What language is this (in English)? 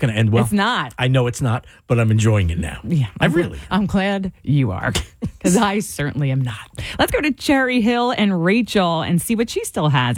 English